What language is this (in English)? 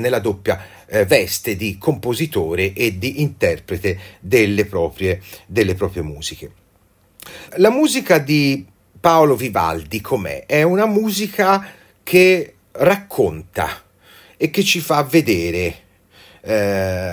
Italian